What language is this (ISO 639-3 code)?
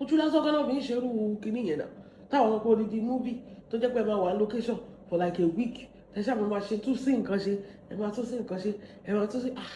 yor